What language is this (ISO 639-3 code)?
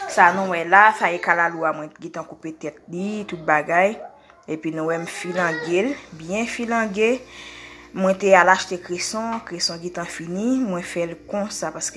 hat